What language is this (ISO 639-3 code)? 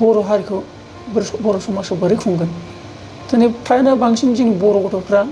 brx